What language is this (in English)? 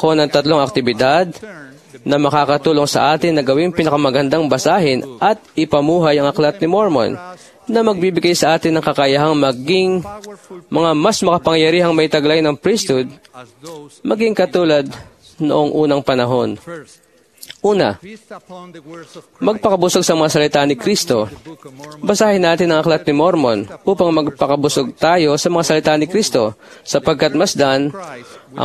Filipino